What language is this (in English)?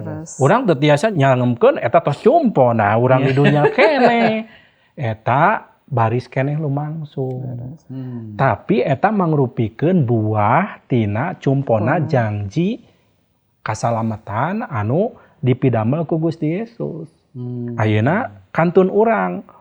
Sundanese